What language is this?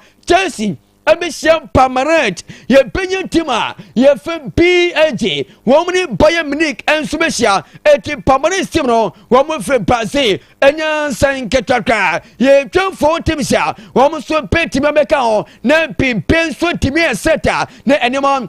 Akan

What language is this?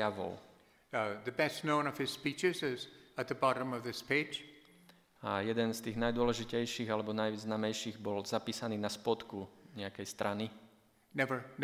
Slovak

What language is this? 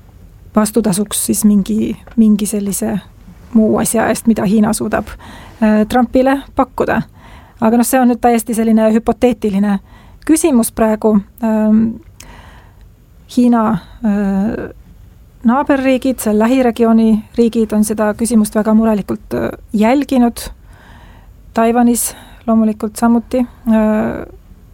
Estonian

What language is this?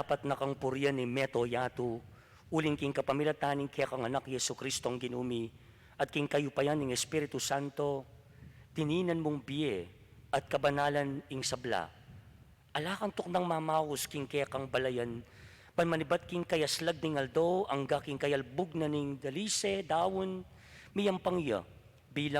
Pampanga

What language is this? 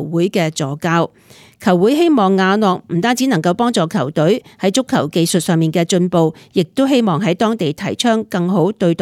Cantonese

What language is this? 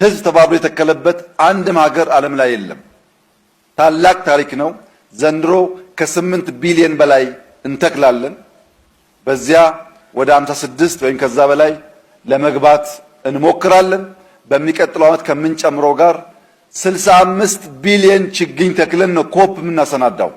Amharic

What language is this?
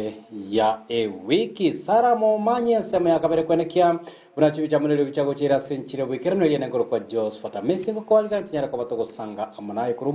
Gusii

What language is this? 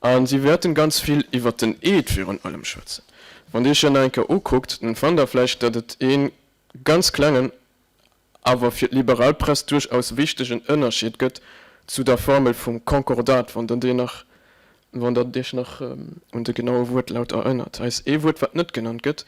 Luxembourgish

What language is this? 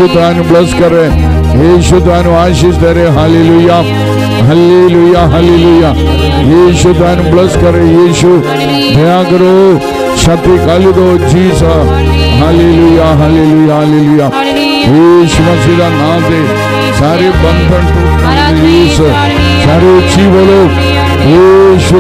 Punjabi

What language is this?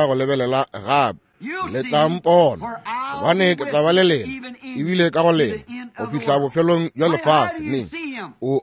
Northern Sotho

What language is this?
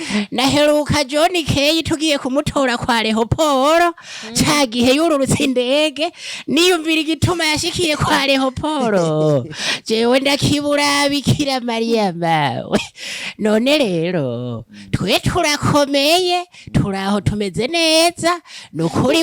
Rundi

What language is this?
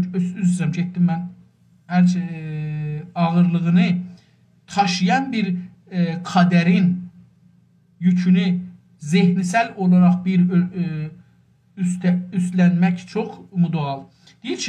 South Azerbaijani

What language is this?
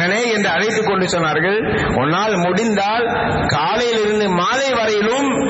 Tamil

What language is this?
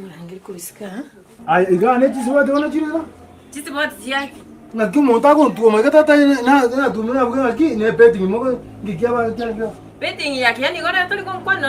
Gusii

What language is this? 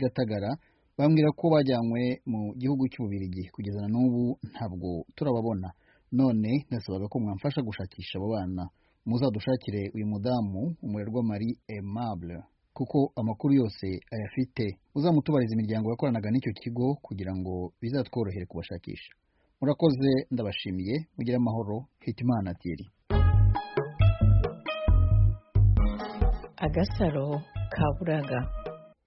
Kinyarwanda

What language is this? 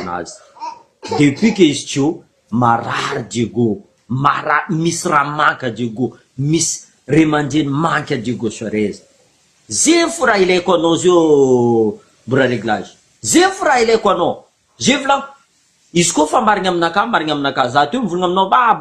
Malagasy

